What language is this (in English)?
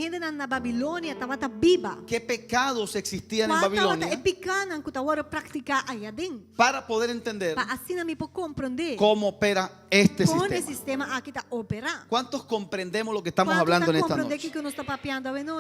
Papiamento